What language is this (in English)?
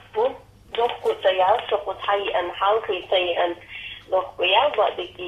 Chechen